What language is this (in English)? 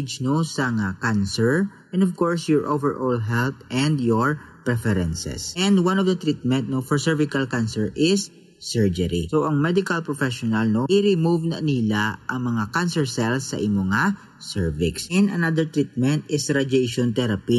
Hiligaynon